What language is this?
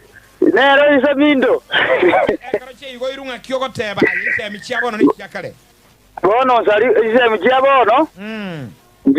Gusii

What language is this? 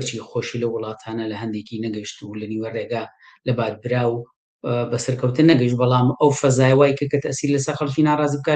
Central Kurdish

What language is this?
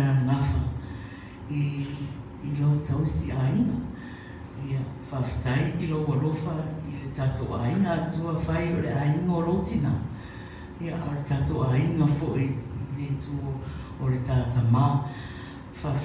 Samoan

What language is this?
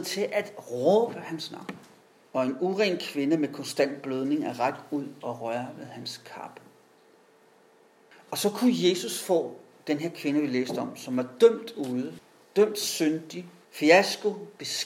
Danish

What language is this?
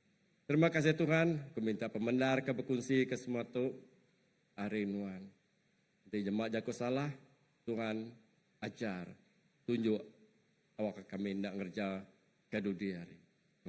Iban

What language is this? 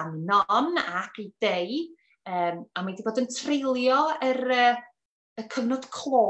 Welsh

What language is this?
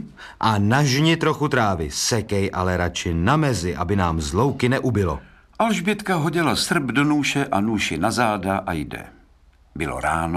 Czech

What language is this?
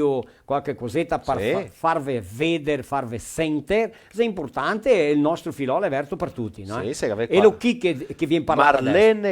Venetian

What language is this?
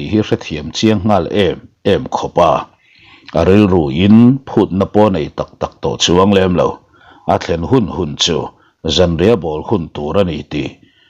Mizo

